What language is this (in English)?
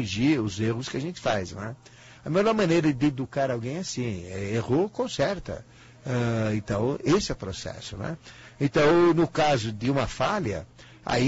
Portuguese